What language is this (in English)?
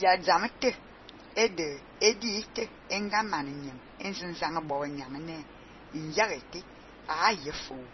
Fang